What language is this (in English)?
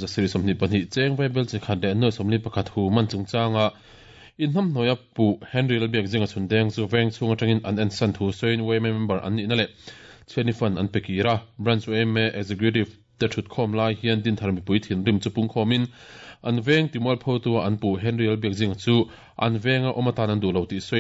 Mizo